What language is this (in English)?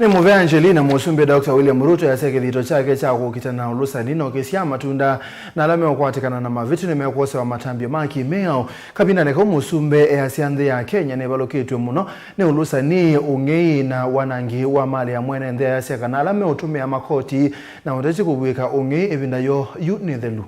Kamba